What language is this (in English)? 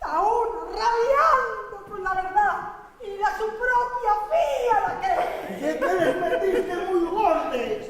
Asturian